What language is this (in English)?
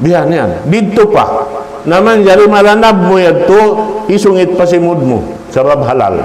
Tausug